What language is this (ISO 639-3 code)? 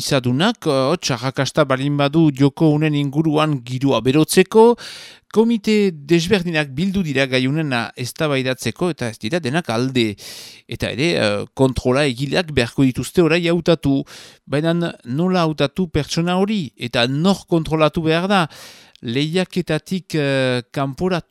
eus